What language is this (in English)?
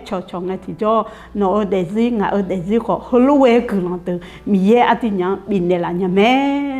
Akha